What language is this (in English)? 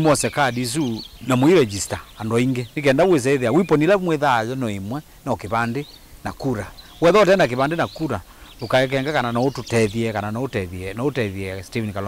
Kamba